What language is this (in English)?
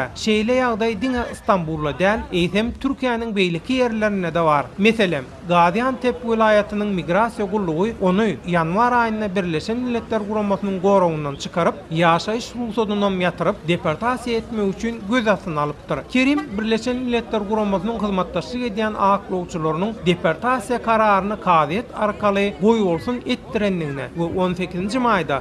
Turkmen